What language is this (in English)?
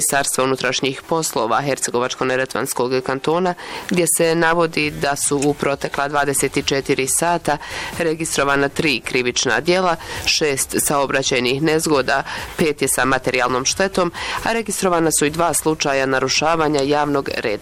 Bosnian